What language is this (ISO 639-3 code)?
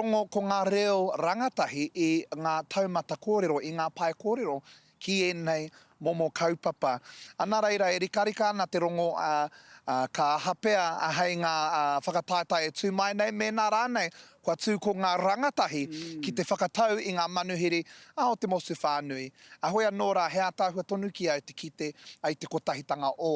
mri